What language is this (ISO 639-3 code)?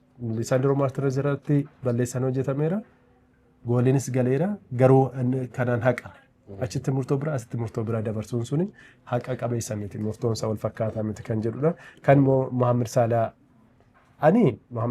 orm